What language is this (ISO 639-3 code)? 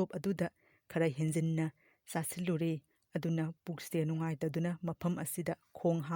mni